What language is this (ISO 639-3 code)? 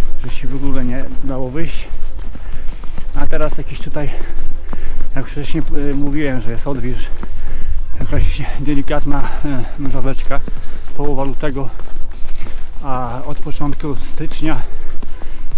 pol